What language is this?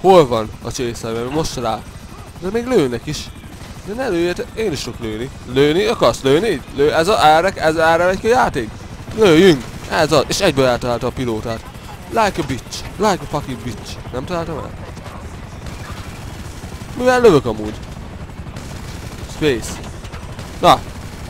Hungarian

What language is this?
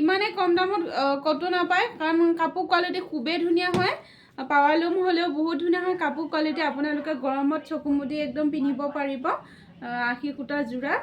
Assamese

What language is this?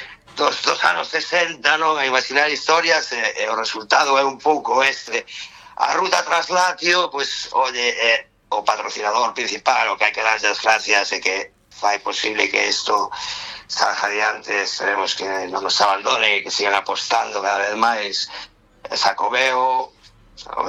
Galician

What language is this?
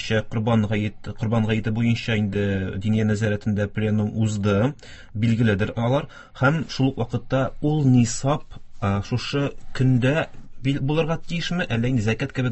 Tatar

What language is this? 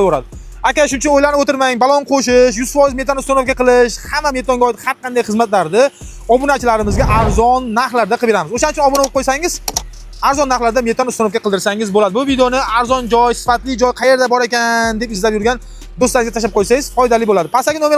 Uzbek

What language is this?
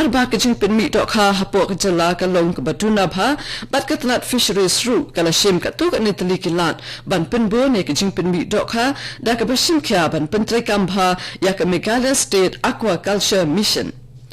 Khasi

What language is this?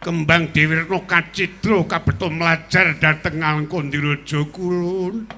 Javanese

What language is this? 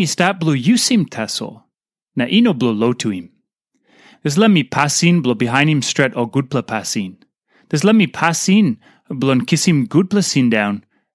Tok Pisin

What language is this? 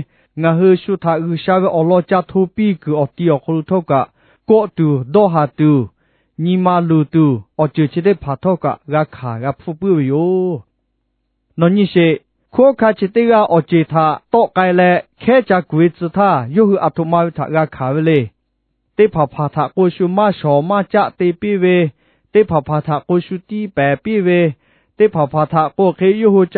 Lahu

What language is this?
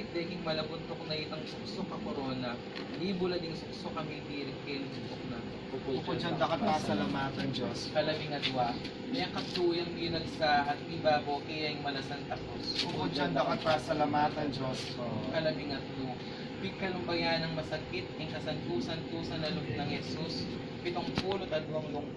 Pampanga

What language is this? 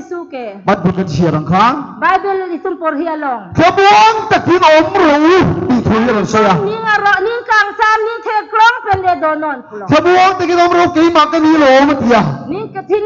Karbi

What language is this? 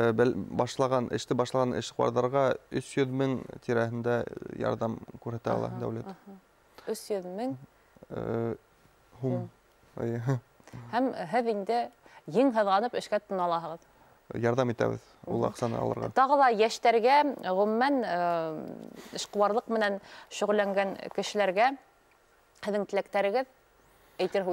Bashkir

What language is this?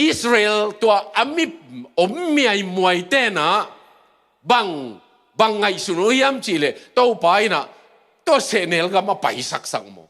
Tedim Chin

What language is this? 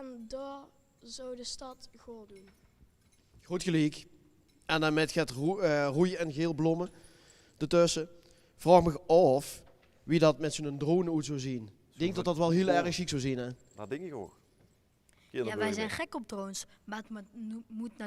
Limburgish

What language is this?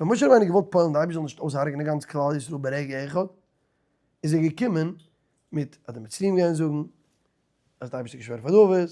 Yiddish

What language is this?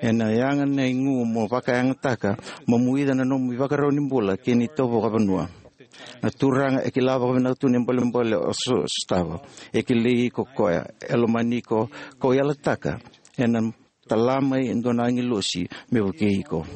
Fijian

